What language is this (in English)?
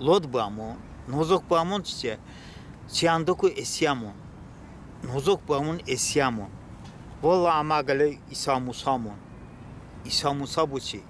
Talysh